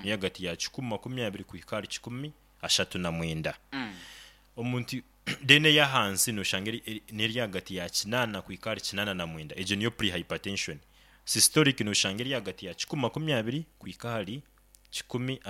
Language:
Nyoro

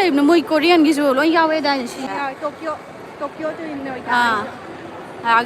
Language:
Manipuri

